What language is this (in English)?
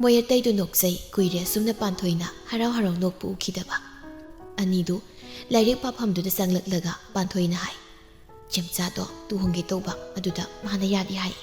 Manipuri